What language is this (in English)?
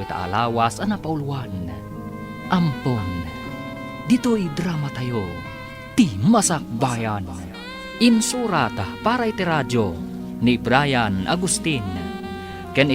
Iloko